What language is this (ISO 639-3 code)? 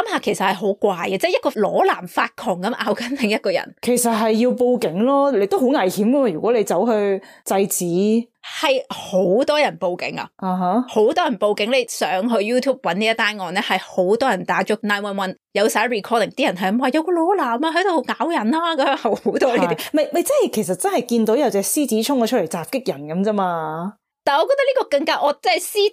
yue